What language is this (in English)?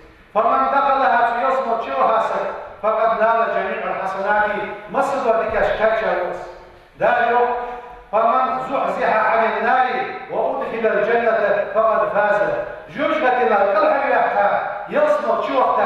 Ingush